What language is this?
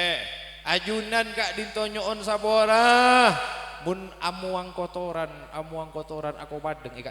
Madurese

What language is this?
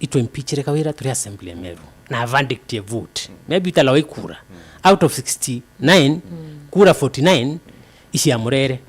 Meru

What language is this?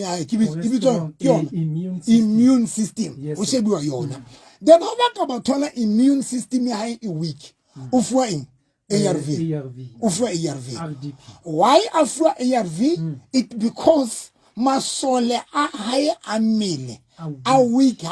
Southern Sotho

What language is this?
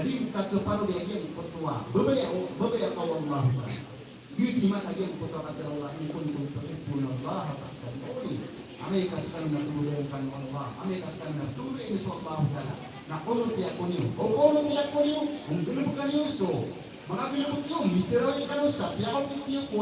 Maranao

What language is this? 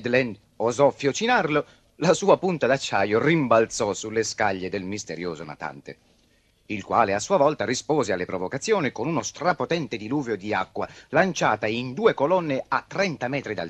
Italian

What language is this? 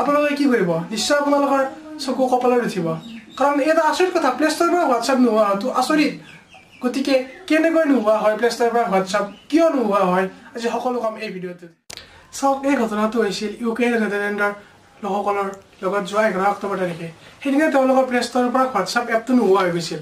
Assamese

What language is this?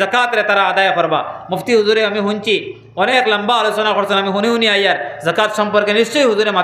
Sylheti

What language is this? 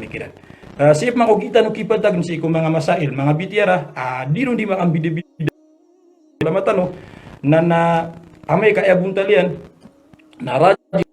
Maranao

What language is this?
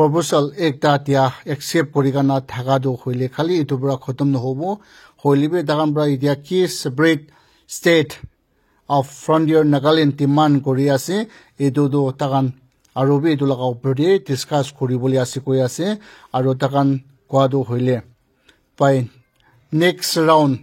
Naga Pidgin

